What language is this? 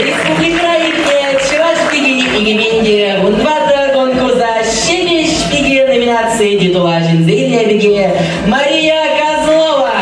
Chuvash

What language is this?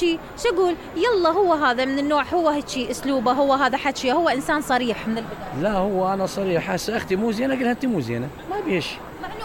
Mesopotamian Arabic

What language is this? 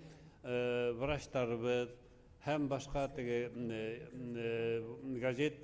Bashkir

